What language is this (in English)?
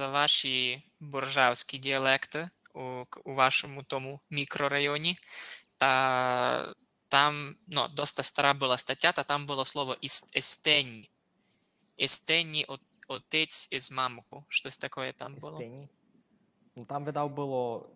Rusyn